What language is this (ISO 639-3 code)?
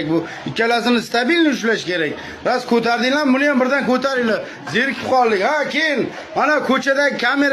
uzb